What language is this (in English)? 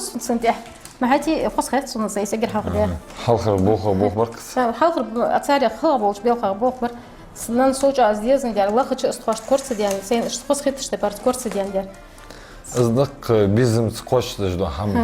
Ingush